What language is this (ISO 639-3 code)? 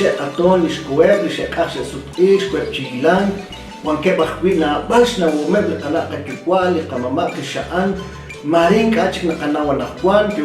kek